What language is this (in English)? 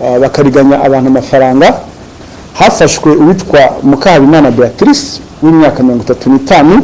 Kinyarwanda